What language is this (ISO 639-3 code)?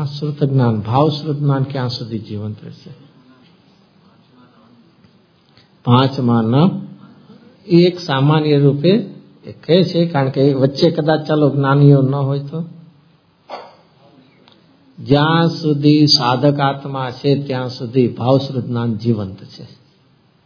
guj